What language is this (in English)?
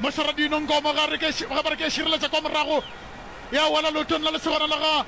Northern Sotho